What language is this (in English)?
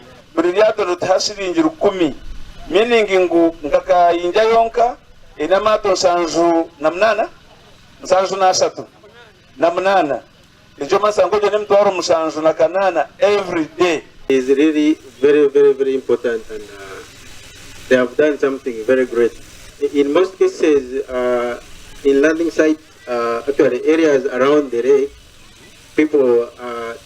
Nyankole